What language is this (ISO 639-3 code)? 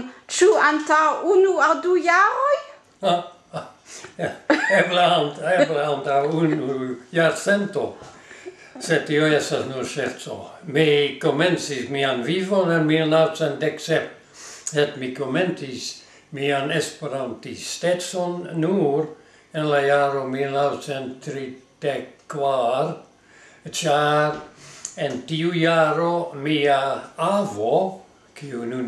epo